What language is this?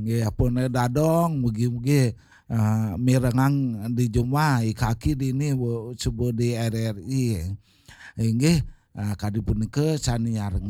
Balinese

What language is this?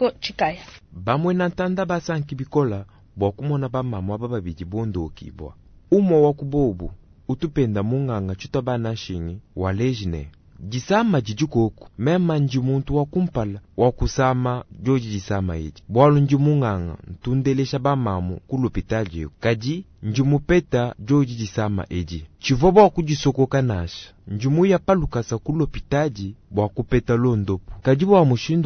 Luba-Lulua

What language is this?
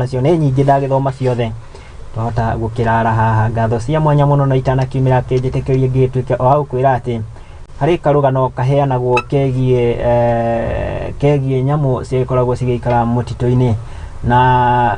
Kikuyu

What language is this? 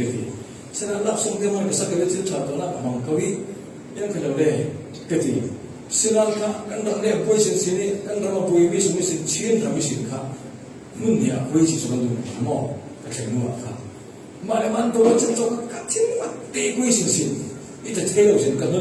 Falam Chin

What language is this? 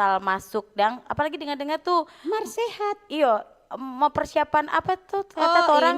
Manado Malay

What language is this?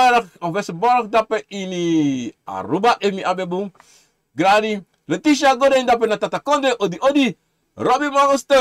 Sranan Tongo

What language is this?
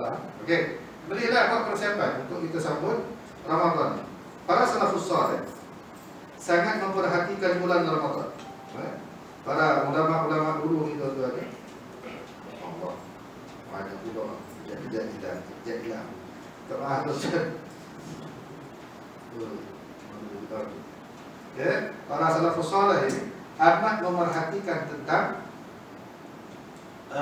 Malay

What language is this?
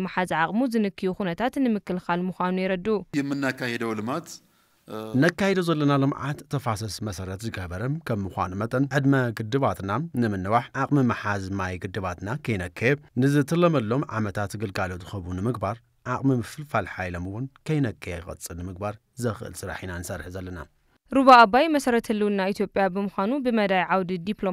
Tigrinya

